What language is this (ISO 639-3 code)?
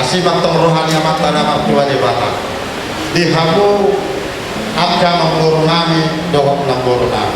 bbc